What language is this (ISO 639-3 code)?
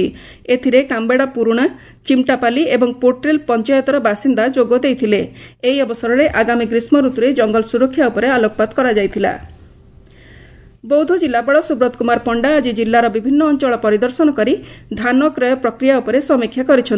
ori